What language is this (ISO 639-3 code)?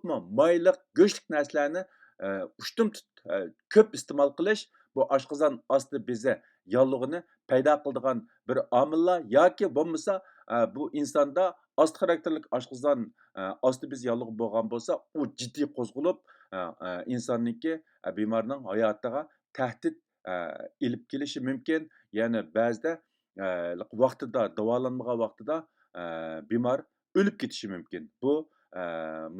uig